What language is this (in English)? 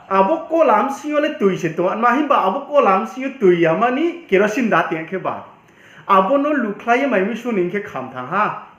Riang (India)